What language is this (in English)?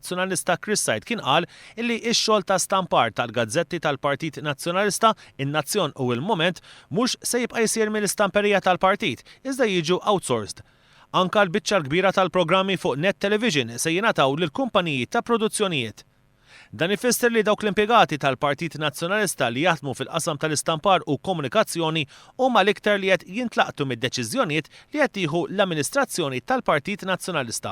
Maltese